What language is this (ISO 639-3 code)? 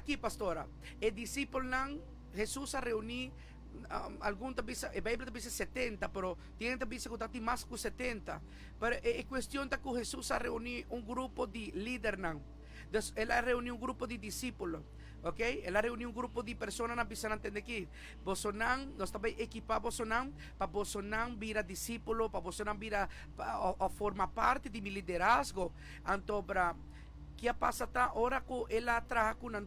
pap